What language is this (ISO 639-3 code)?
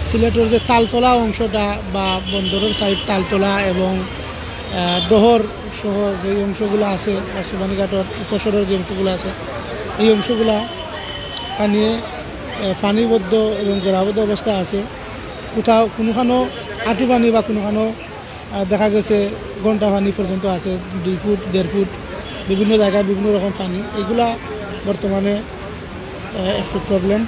syl